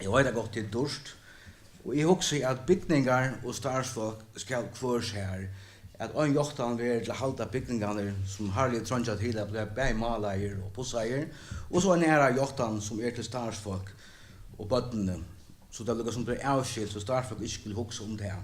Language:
Faroese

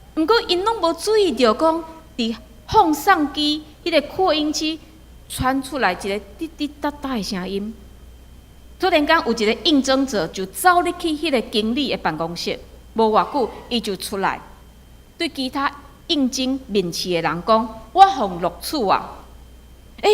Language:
Min Nan Chinese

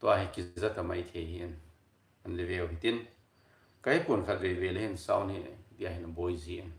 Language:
Thado Chin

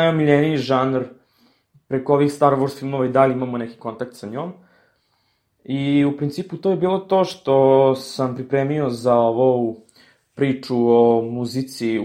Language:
Serbian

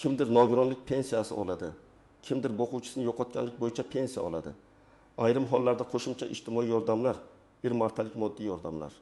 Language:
Uzbek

